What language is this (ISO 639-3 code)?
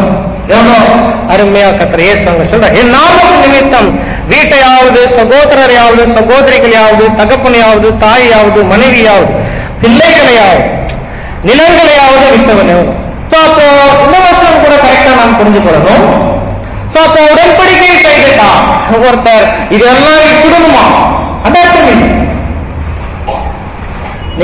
tam